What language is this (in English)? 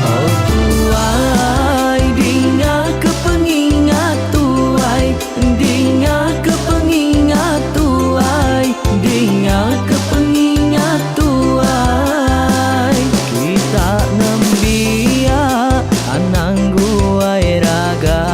Iban